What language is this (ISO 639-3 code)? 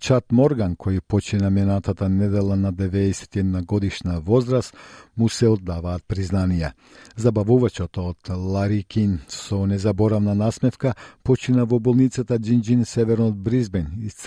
mkd